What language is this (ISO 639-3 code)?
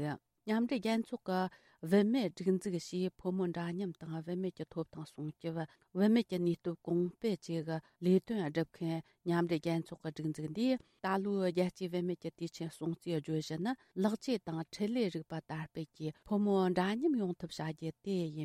bod